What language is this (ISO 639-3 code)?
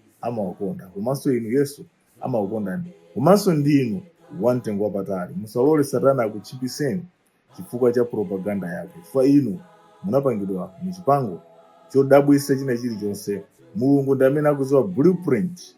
nya